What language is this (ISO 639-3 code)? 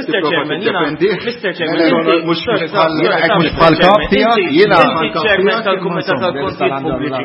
mlt